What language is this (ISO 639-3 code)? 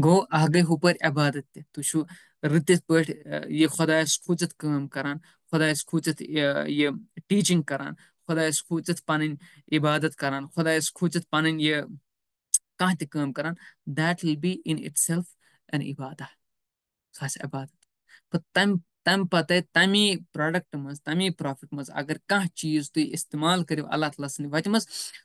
kas